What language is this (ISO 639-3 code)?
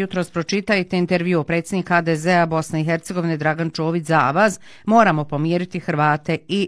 bos